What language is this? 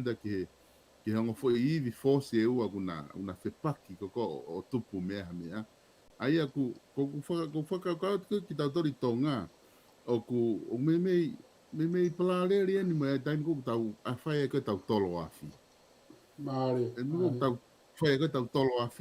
Tongan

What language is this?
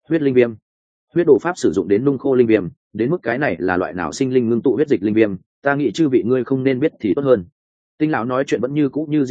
Vietnamese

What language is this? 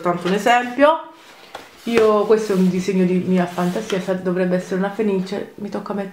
Italian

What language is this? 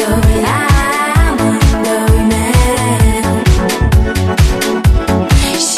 Romanian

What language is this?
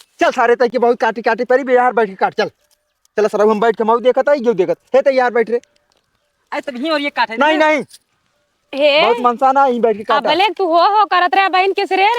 Awadhi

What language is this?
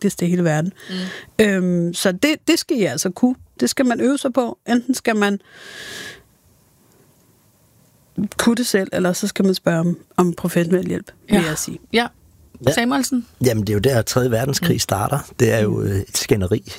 Danish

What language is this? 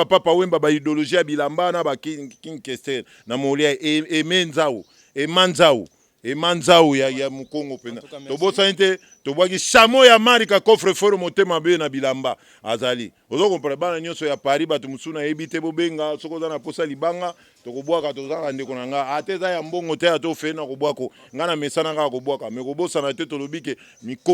Lingala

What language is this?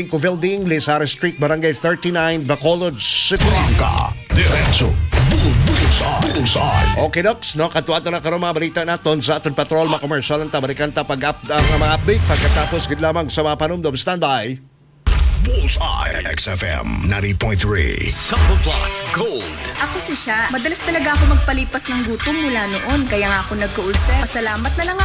Hiligaynon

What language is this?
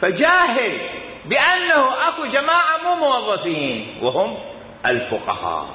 Mesopotamian Arabic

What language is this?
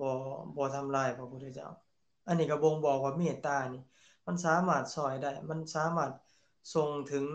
Lao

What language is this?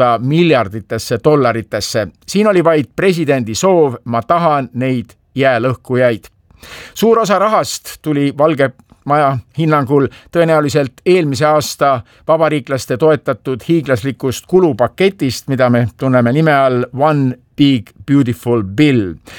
Estonian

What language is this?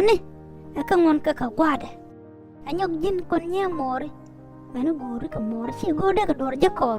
Nuer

